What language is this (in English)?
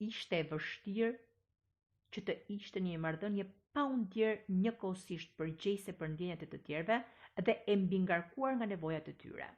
Albanian